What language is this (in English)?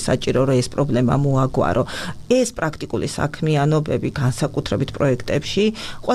Georgian